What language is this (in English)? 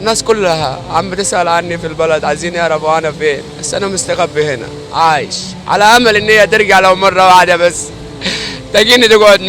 Egyptian Arabic